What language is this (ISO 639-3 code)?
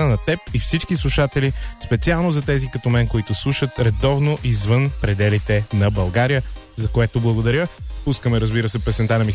bul